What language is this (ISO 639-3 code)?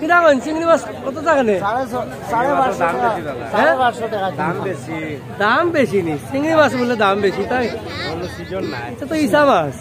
syl